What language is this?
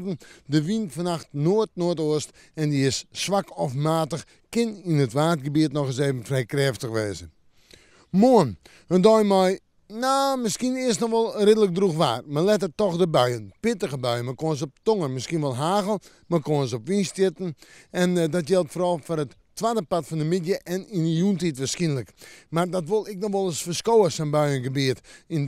Western Frisian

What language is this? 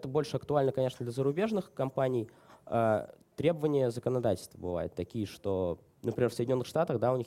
Russian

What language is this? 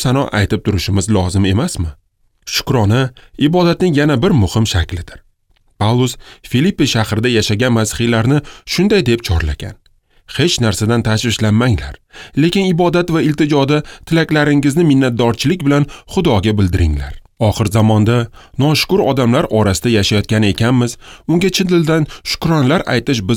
Uzbek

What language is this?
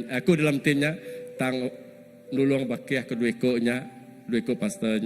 Iban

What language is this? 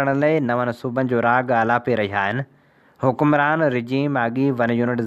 Sindhi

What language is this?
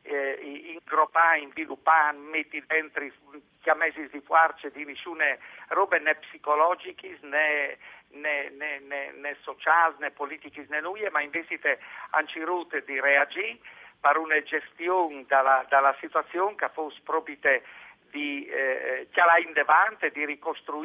Friulian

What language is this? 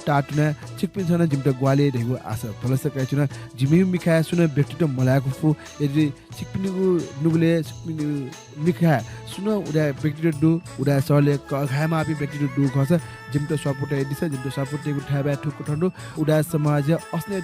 Newari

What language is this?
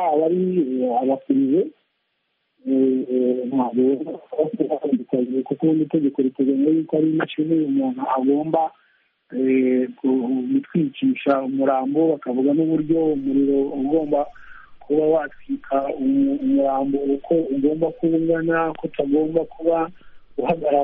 Kinyarwanda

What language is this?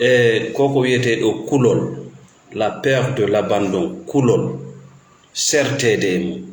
Fula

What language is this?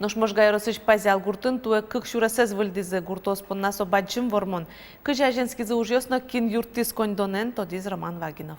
Udmurt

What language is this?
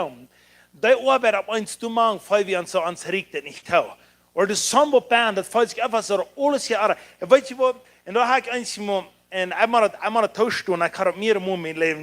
Plautdietsch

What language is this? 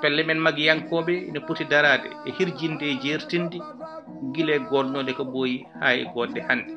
Fula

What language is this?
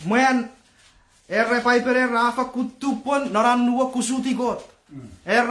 Chuukese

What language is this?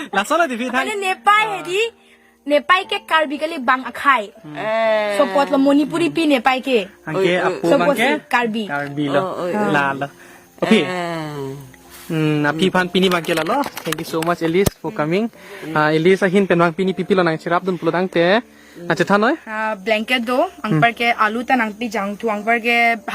Karbi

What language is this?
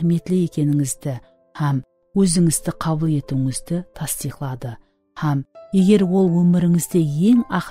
Kara-Kalpak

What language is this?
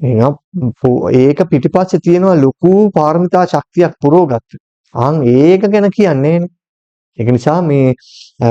Sinhala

